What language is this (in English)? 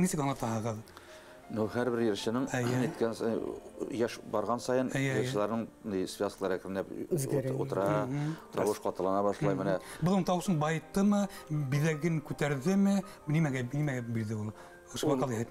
Bashkir